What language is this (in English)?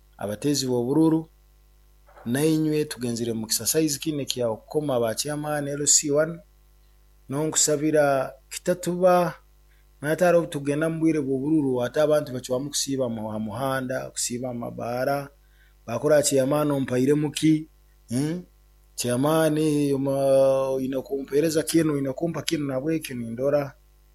Nyoro